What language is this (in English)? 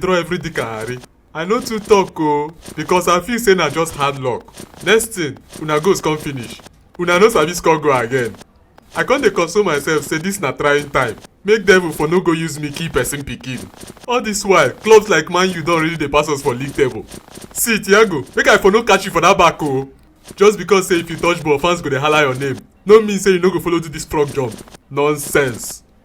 Nigerian Pidgin